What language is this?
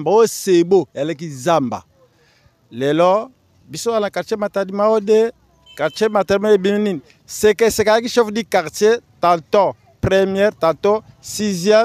Lingala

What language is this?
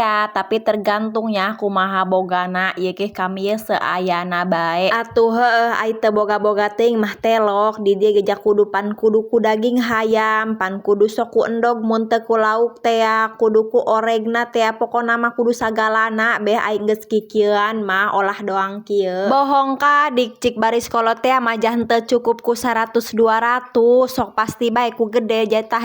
Sundanese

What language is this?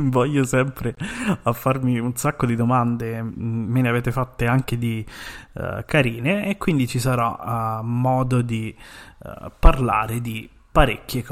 Italian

